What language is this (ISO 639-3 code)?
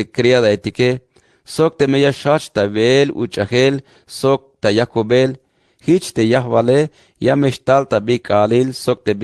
tzh